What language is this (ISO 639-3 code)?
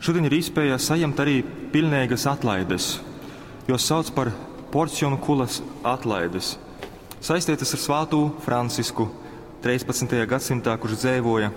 ltg